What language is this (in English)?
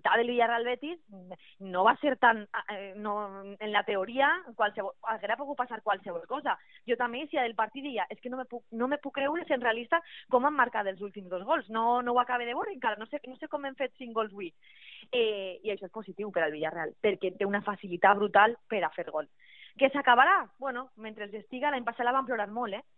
Catalan